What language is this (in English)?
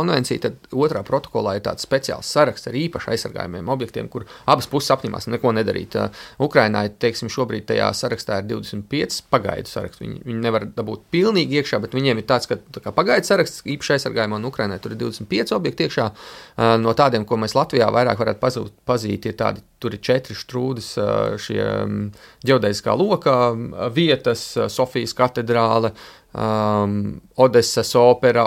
Latvian